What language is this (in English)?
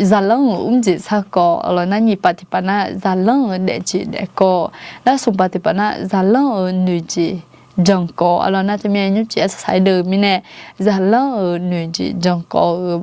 Akha